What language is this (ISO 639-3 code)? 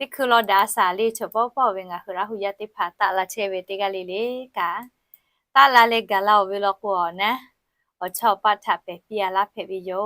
lhu